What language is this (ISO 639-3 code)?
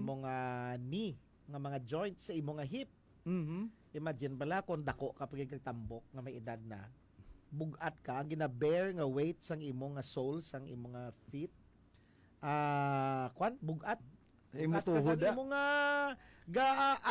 hil